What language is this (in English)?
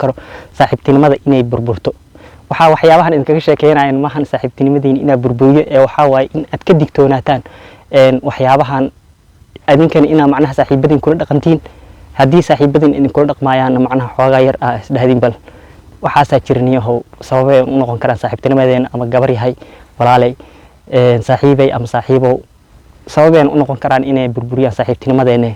Somali